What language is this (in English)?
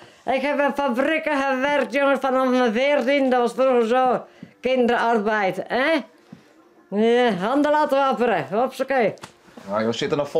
Western Frisian